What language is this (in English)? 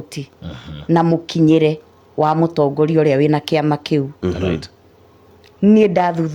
Kikuyu